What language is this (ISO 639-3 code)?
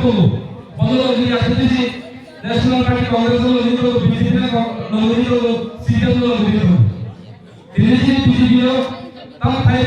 trp